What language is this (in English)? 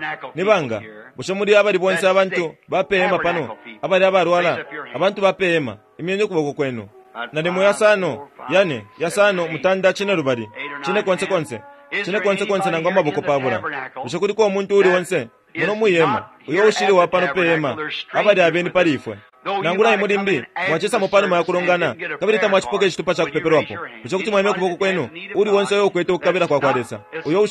Bemba